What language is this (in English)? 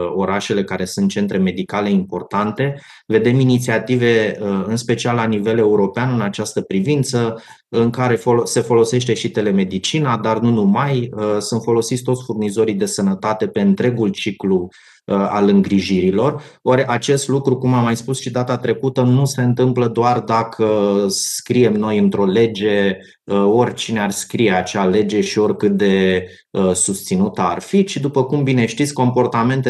Romanian